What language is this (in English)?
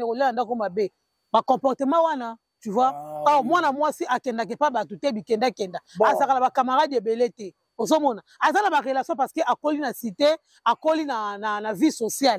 Lingala